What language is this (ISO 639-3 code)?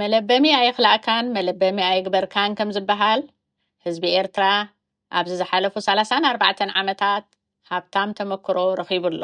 tir